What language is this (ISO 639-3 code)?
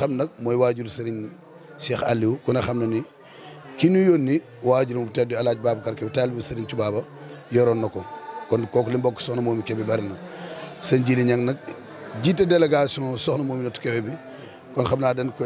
wol